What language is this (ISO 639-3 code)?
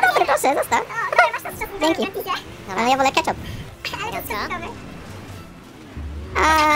pol